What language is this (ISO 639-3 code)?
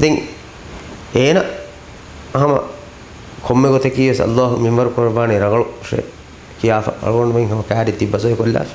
div